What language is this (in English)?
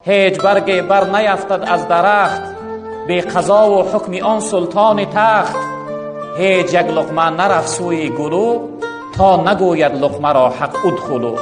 Tajik